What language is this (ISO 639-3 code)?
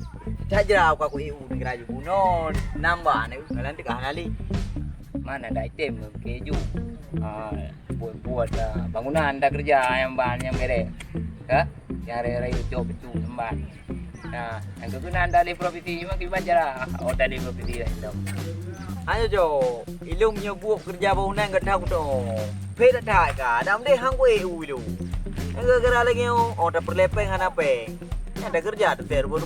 ace